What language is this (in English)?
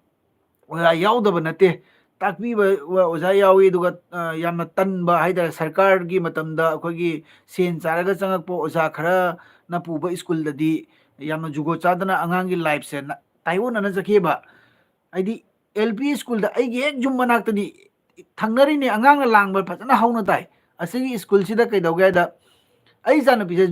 Manipuri